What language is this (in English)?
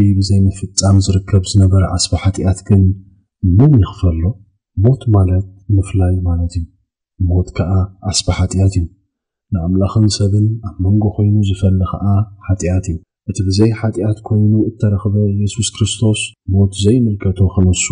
Tigrinya